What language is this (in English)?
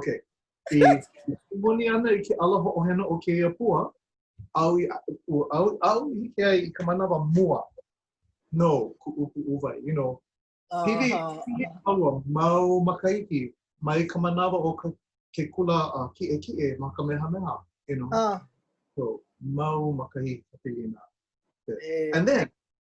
Hawaiian